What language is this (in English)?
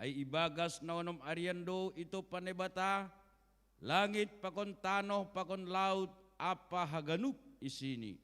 Batak Simalungun